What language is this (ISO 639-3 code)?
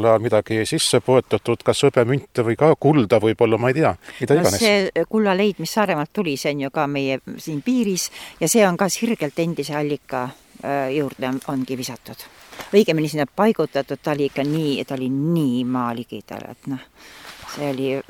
est